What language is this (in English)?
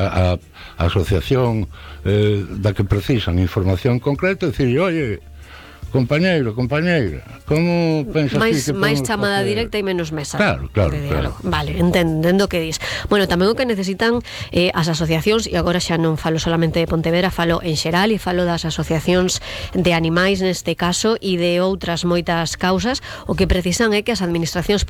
Galician